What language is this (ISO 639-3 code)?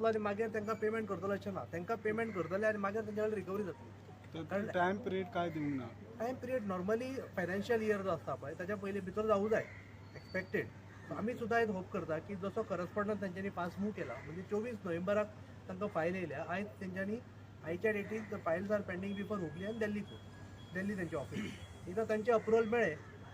kok